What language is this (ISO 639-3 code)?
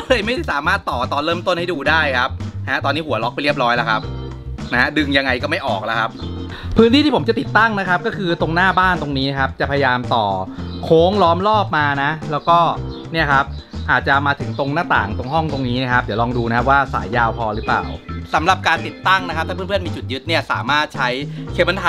tha